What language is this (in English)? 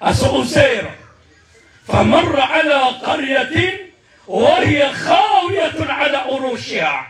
Maranao